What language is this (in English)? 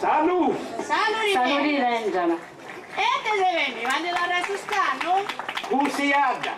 Sardinian